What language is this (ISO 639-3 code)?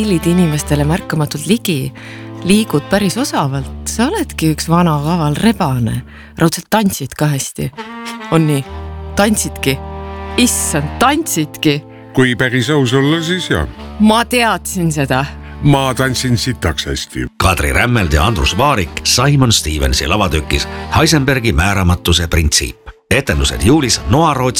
est